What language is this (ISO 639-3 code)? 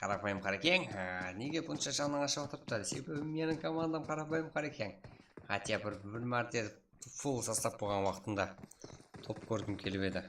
kaa